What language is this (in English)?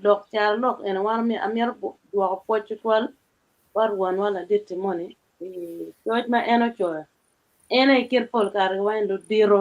Acoli